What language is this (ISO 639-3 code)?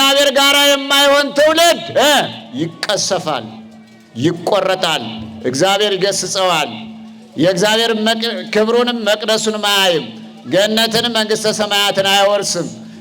amh